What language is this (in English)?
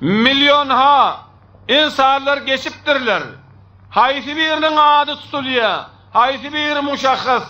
Turkmen